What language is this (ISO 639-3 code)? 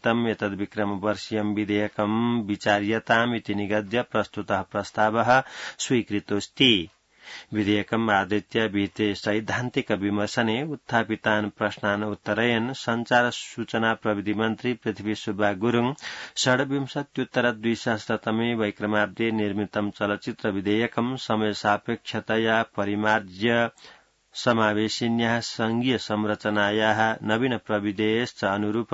san